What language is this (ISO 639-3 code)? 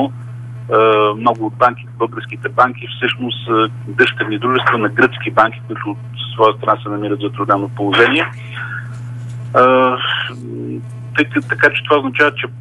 bul